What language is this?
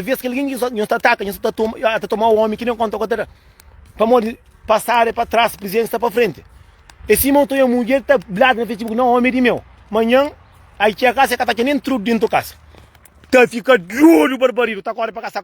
Kabuverdianu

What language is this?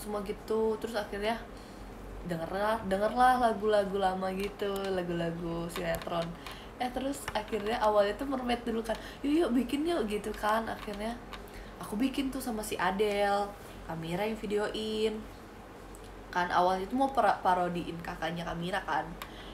Indonesian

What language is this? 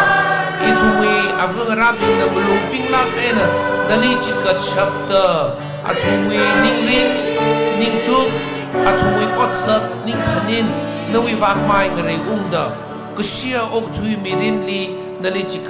Tangkhul Naga (India)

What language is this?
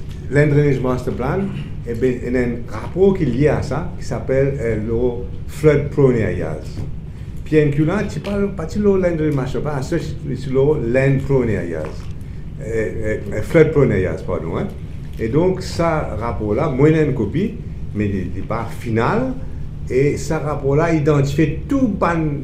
Morisyen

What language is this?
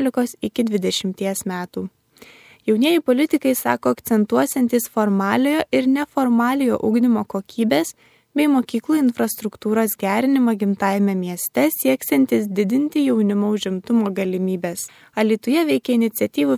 Lithuanian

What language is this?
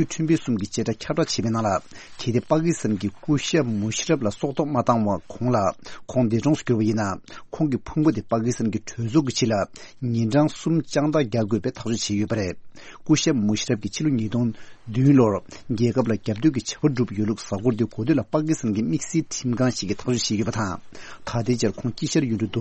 Tibetan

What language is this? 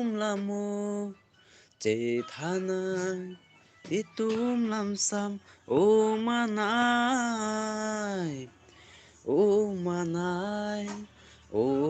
Karbi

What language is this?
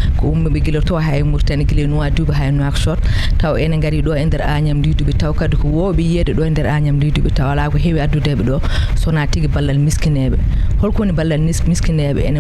Fula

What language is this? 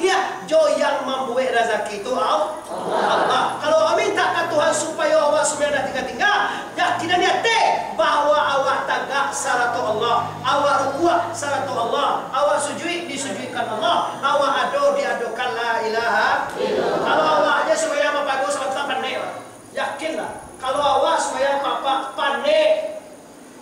Minangkabau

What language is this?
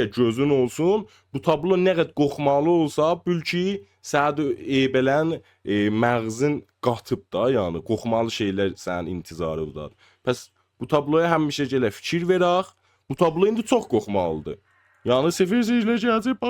South Azerbaijani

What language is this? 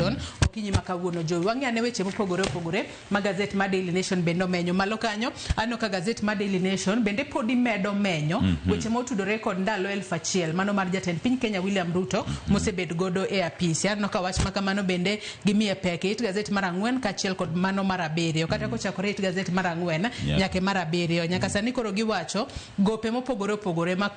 Luo (Kenya and Tanzania)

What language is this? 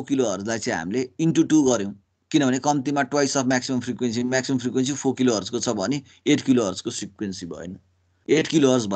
Nepali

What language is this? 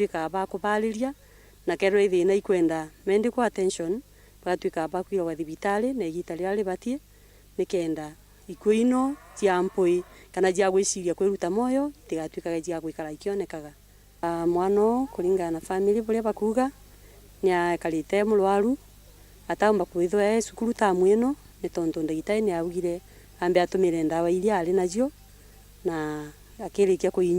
Meru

